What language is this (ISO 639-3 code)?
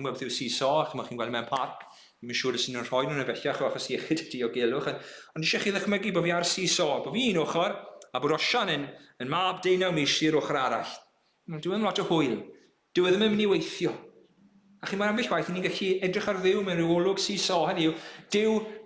cym